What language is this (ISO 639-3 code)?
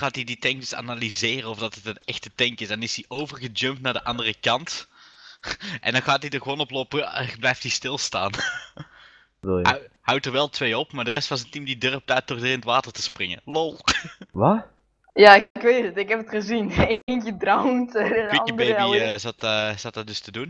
nld